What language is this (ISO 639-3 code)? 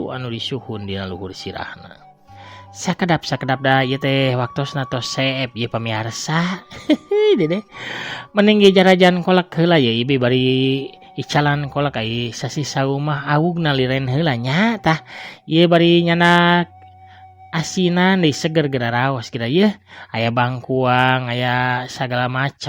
sun